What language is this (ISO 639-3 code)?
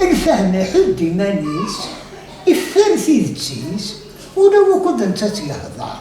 kab